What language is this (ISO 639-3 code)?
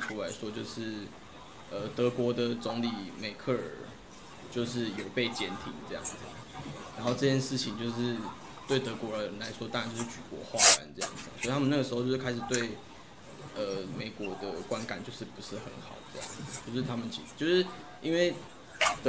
zho